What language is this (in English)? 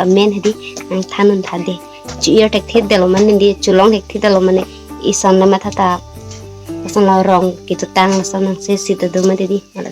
Karbi